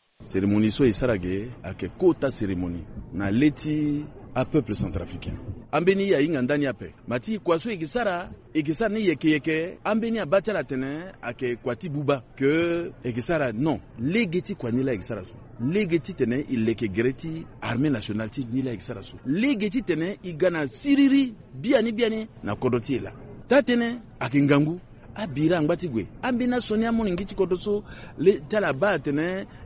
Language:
Sango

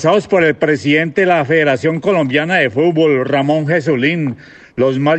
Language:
Spanish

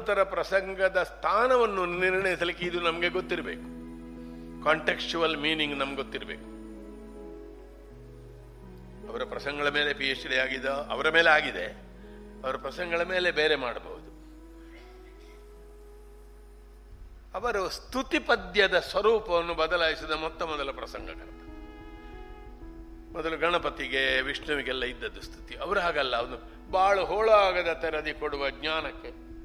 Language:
Kannada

